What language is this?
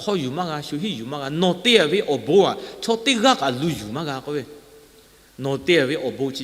Lahu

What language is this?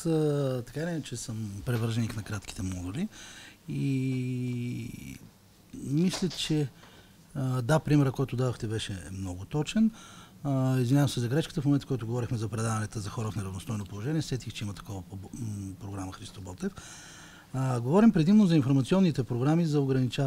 Bulgarian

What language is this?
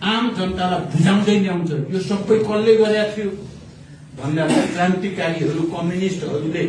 Nepali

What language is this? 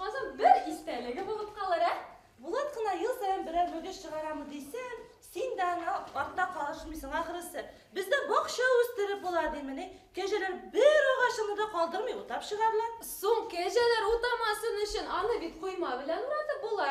Bashkir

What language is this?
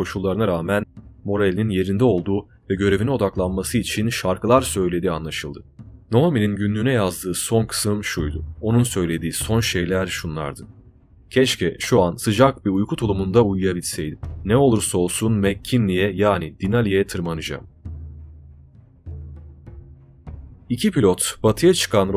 Turkish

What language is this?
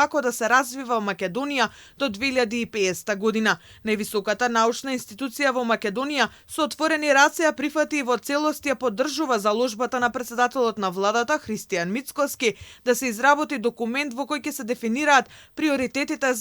Macedonian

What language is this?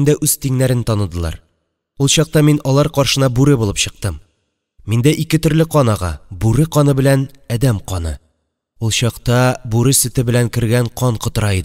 Tatar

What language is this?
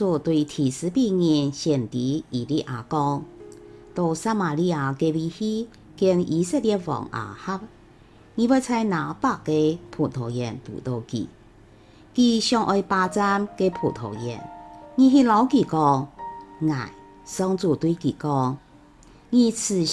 Hakka Chinese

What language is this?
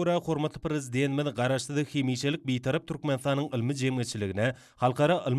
Turkmen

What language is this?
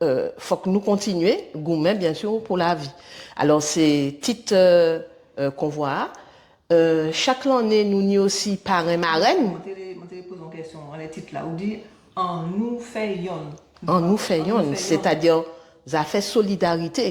Guadeloupean Creole French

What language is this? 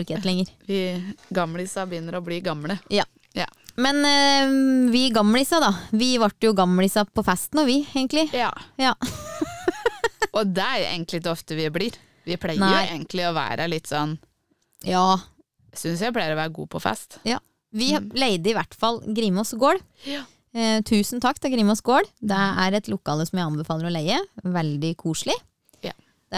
Norwegian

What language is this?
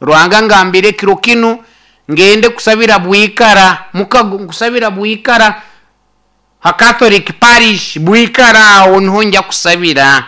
Nyoro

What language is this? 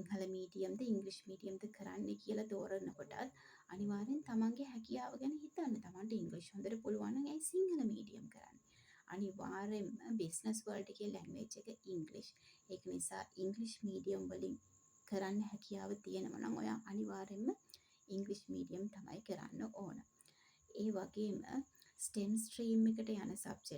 Sinhala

